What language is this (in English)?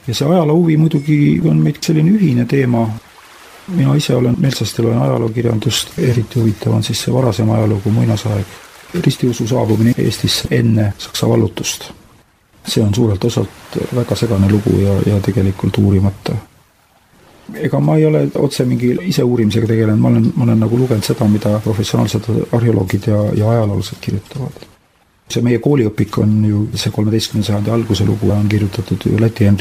Estonian